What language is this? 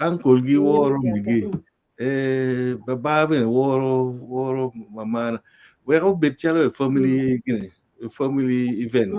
Acoli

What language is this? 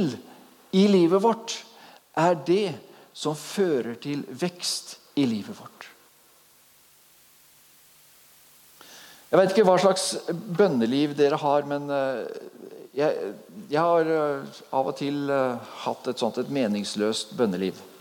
Norwegian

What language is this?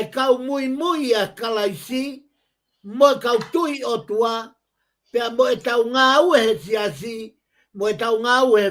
Tongan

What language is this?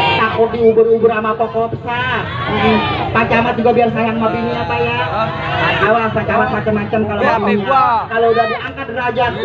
Betawi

